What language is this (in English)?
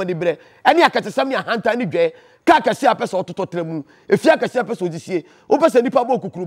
Akan